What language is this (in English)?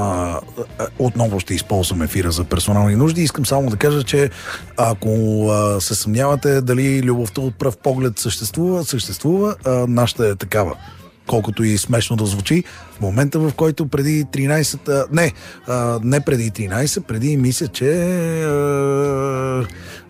Bulgarian